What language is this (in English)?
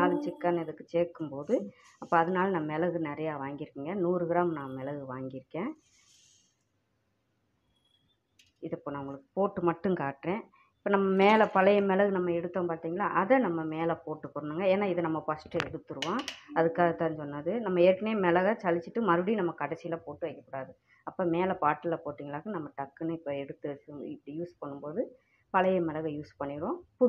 Tamil